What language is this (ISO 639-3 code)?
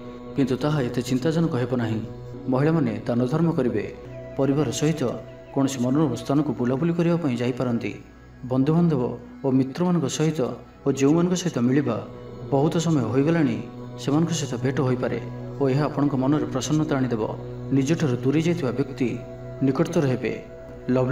ori